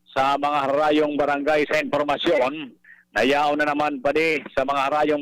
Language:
Bikol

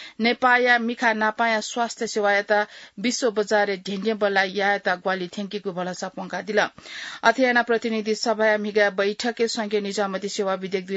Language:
Newari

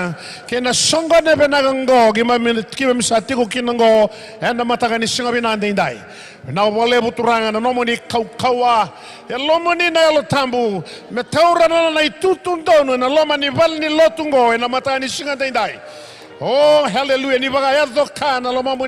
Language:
Fijian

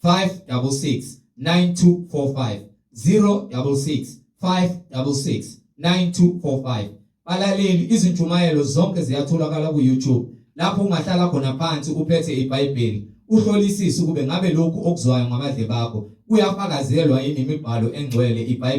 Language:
Zulu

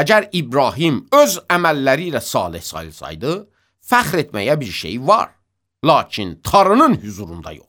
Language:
Azerbaijani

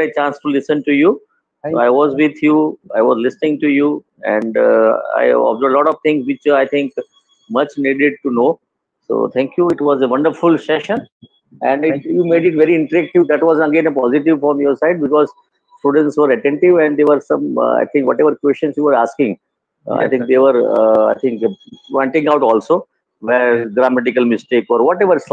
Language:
English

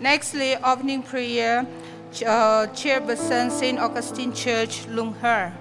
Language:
Tangkhul Naga (India)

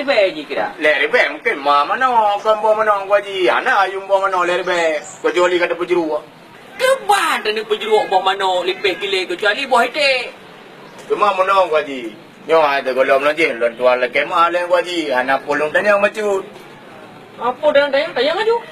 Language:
Achinese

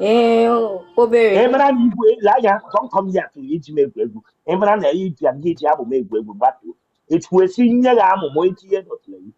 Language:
Igbo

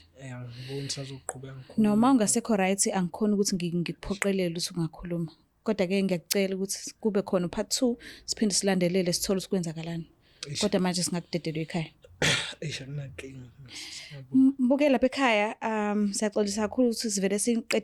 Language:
Zulu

